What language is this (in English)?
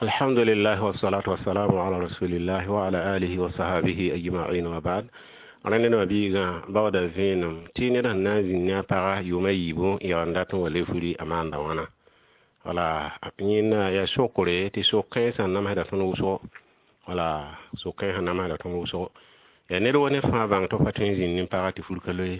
Mossi